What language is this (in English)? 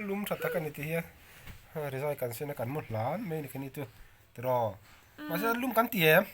Mizo